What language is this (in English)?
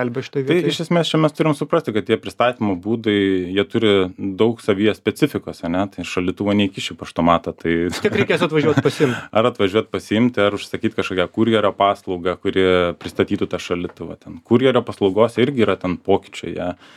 Lithuanian